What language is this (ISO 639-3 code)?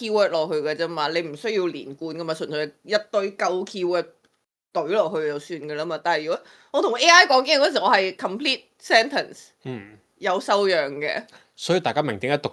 yue